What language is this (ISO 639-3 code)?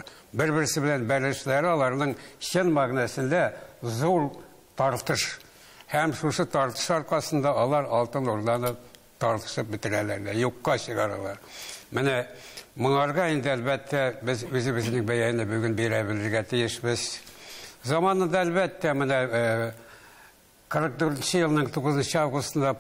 tat